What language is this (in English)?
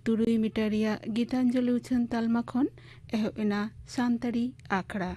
Santali